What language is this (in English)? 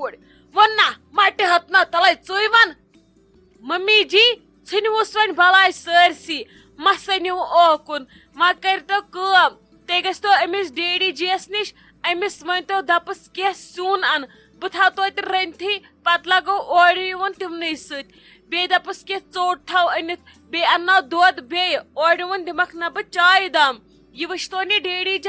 Kashmiri